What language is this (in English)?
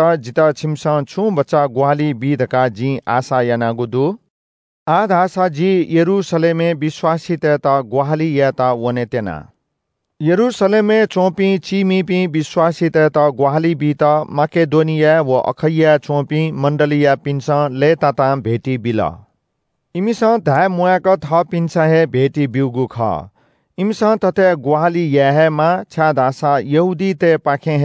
Newari